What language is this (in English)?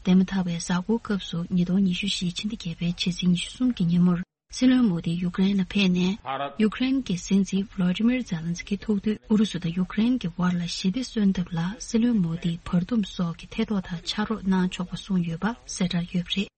Tibetan